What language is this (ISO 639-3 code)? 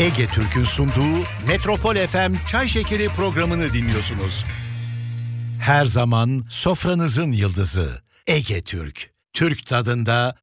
tur